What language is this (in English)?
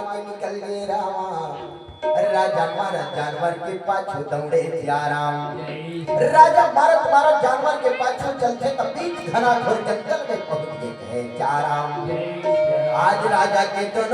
Chhattisgarhi